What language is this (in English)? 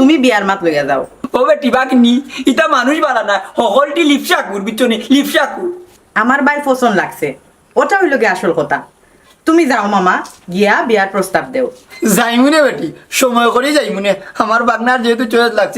Sylheti